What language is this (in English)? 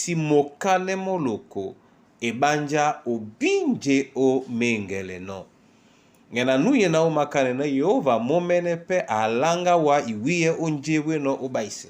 Duala